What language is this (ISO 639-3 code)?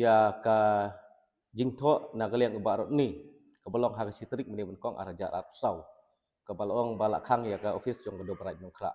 kha